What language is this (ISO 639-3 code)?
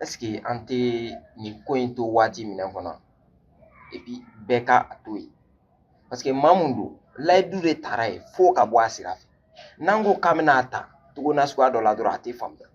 bam